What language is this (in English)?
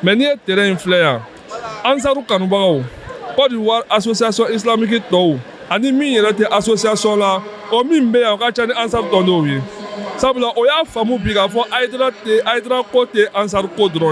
Bambara